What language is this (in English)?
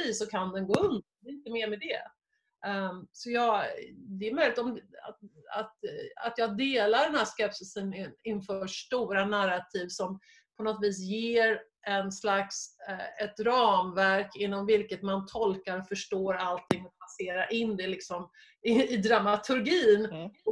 Swedish